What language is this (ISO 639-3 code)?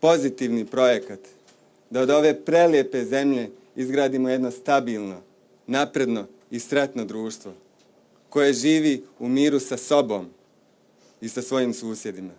bos